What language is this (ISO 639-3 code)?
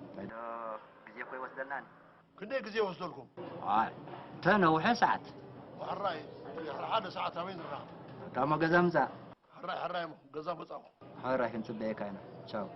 tir